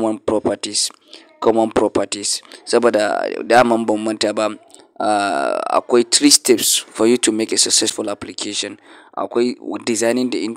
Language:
Hausa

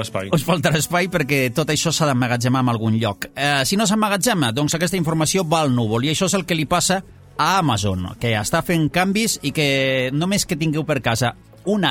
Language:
Catalan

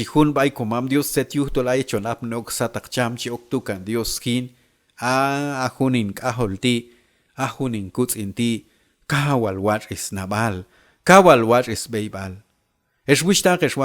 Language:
Q'anjob'al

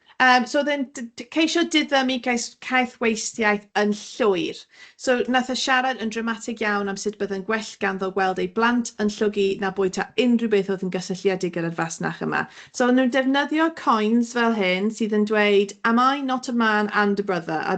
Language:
Welsh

